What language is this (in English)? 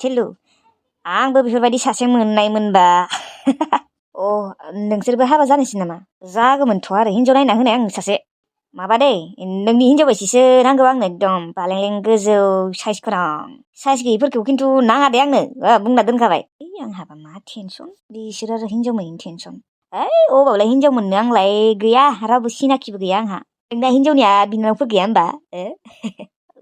Bodo